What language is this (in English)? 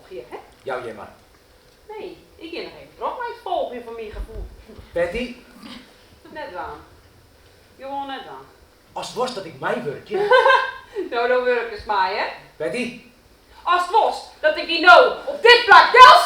Western Frisian